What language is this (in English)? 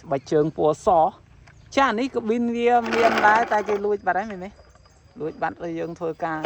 Khmer